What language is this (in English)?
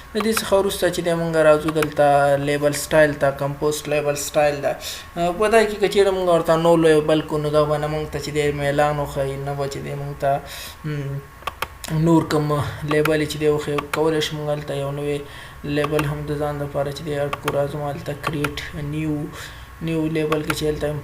Pashto